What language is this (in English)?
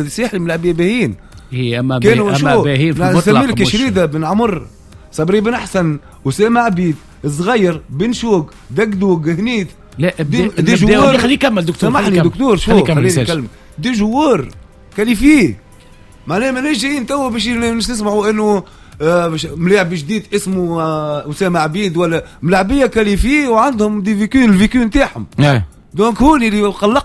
Tunisian Arabic